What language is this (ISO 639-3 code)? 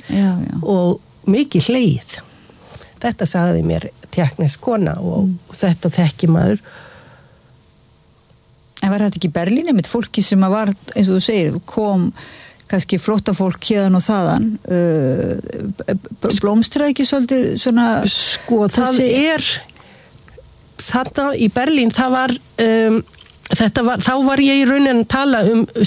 isl